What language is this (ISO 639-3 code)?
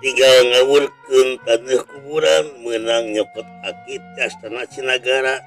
sun